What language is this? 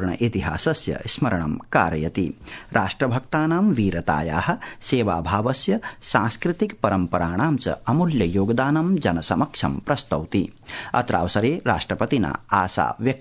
Sanskrit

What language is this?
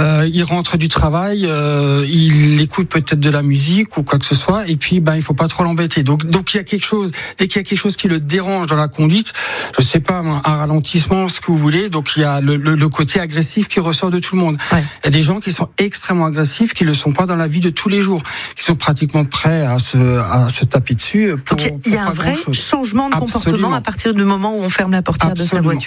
French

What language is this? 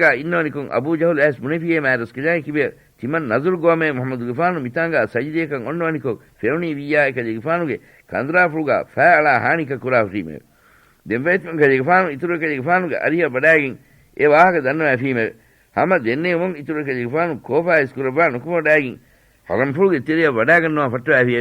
Divehi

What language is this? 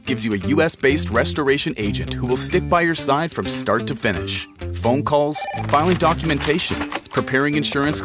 English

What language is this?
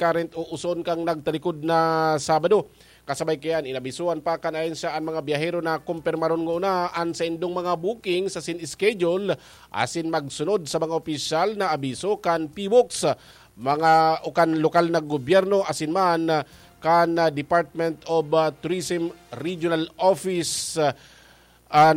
Bikol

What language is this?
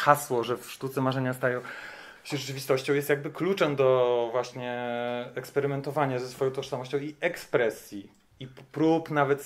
Polish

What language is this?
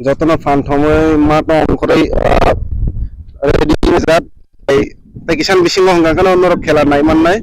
Kok Borok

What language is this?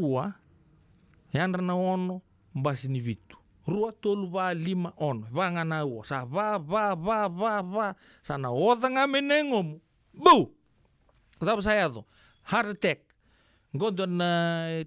Fijian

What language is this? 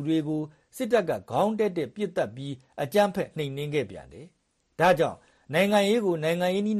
Burmese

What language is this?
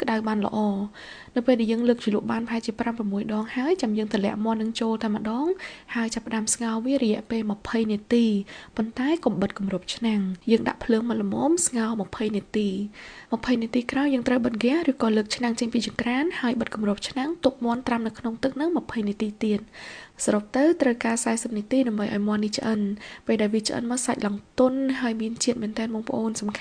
Khmer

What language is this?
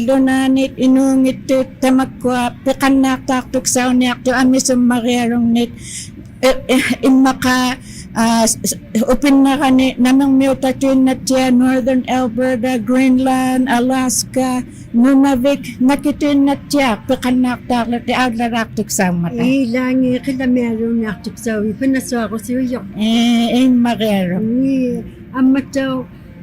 Inuktitut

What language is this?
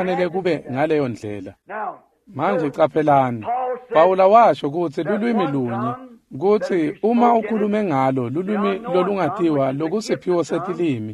Swati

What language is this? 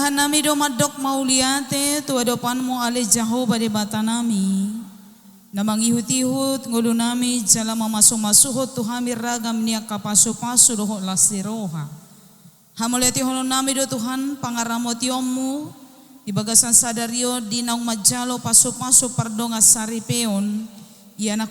Batak Toba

